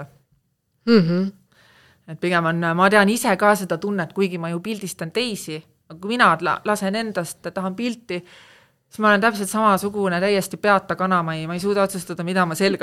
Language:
Estonian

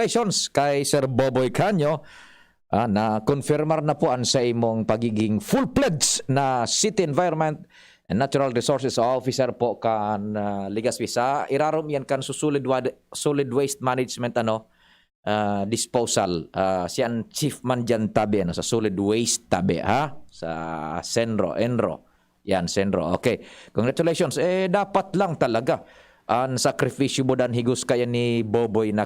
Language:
Bikol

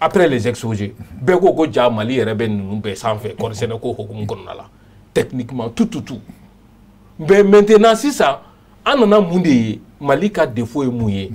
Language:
Bambara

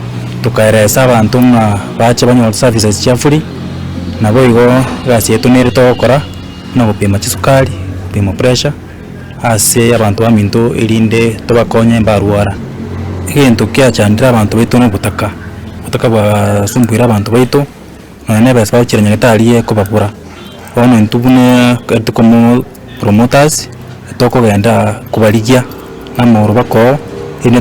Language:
Gusii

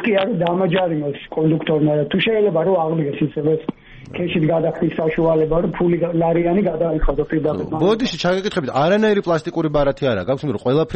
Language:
Georgian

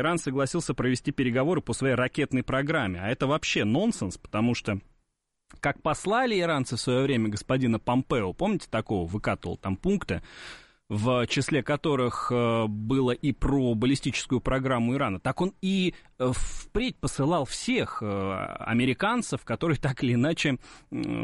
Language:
Russian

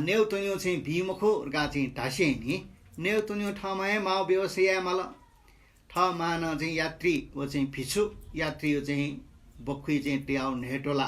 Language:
Newari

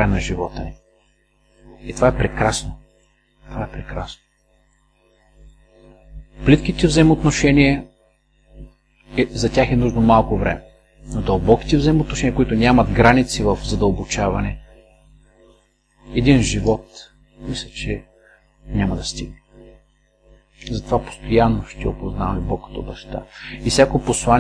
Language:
Bulgarian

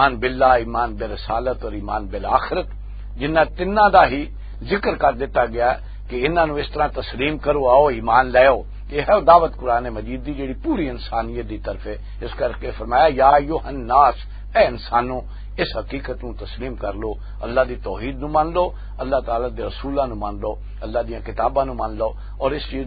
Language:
Western Panjabi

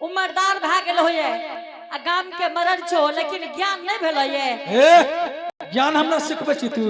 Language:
Angika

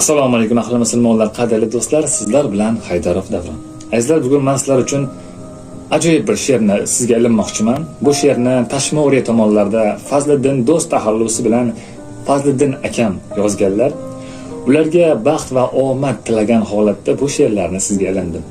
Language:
Uzbek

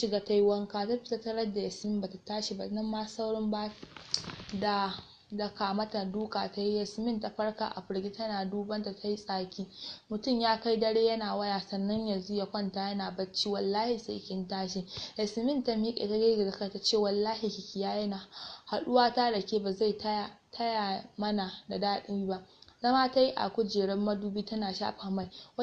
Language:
Hausa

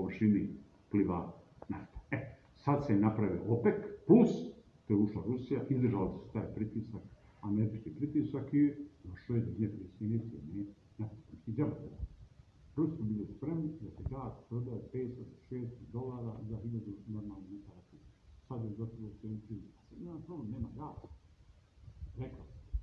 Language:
Serbian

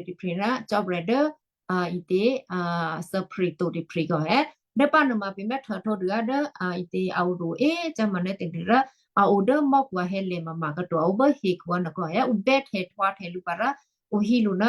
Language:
Western Kayah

